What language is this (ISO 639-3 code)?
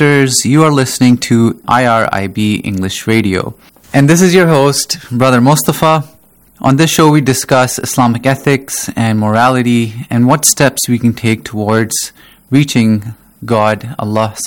eng